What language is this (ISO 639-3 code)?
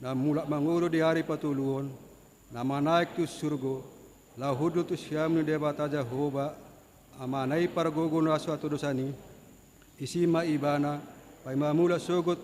bbc